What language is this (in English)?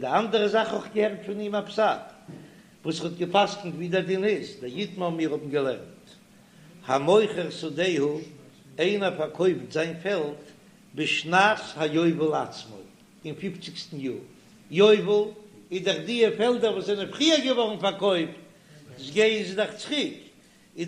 Yiddish